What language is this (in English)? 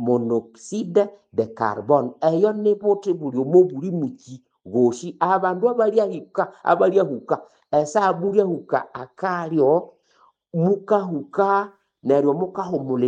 Nande